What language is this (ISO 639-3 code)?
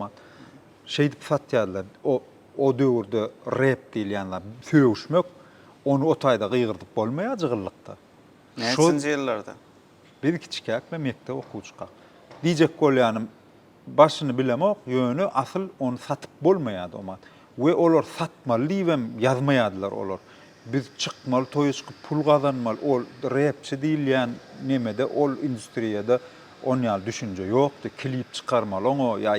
tuk